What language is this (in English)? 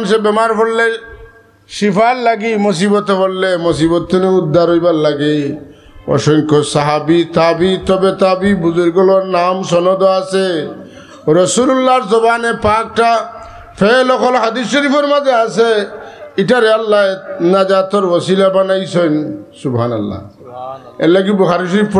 Sylheti